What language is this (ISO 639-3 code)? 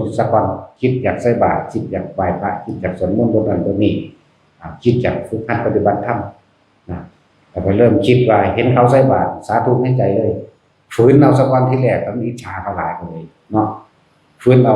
tts